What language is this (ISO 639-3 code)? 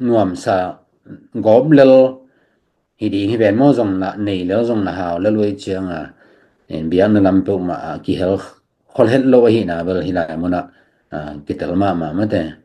ctd